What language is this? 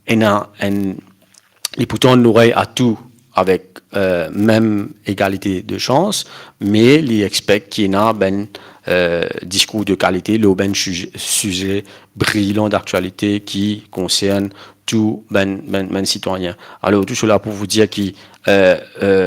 Morisyen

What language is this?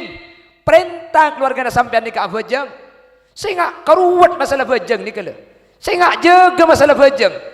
Madurese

